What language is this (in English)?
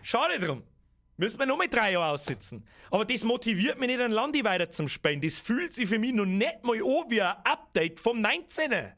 Bavarian